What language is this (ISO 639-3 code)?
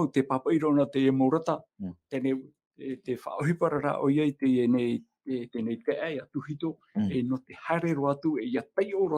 tah